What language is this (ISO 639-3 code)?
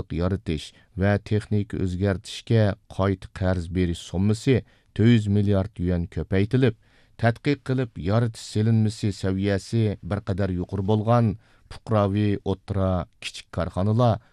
uig